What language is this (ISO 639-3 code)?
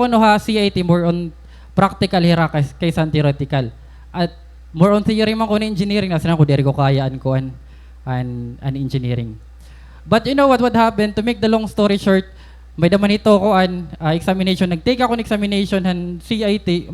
war